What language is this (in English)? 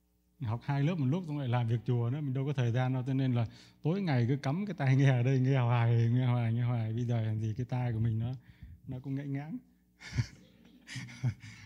Vietnamese